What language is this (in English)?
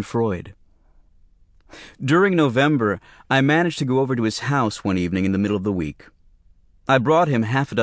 English